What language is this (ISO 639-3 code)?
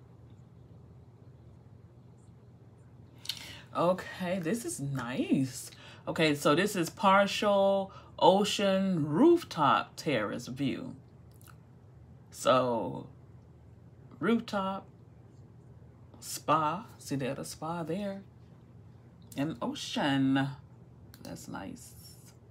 eng